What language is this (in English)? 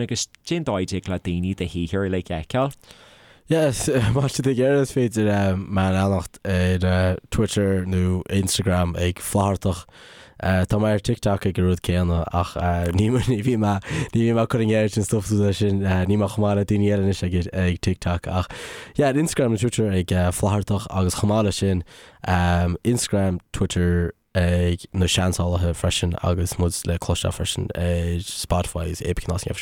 Irish